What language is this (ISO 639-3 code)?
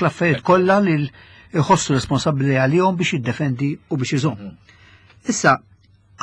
mlt